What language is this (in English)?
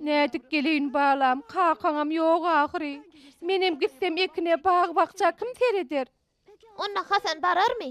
Turkmen